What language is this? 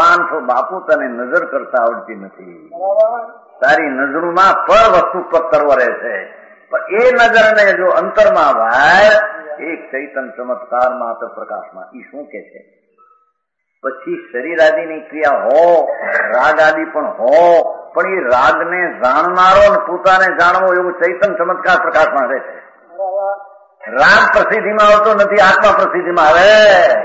Gujarati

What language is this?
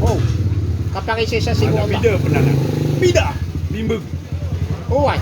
Maranao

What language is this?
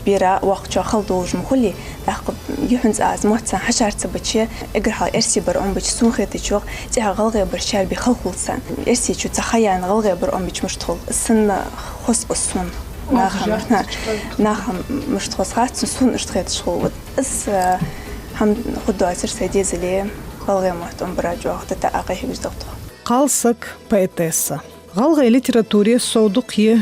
Ingush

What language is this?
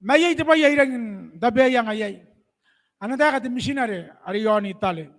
Gilbertese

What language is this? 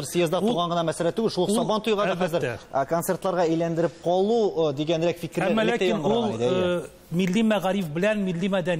Tatar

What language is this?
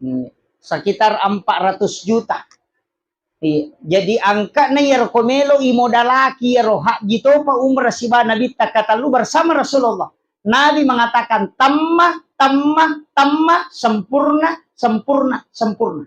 Buginese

